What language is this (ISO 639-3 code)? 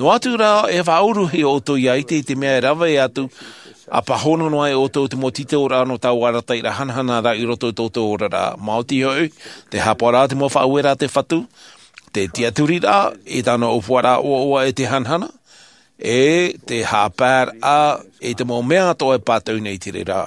tah